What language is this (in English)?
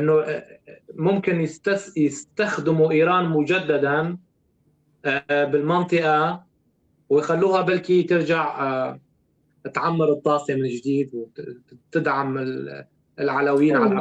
North Levantine Arabic